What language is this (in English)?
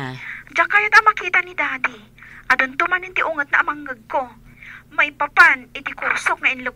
Iloko